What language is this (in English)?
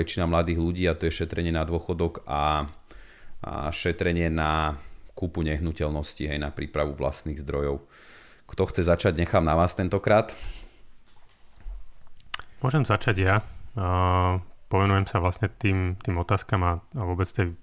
Slovak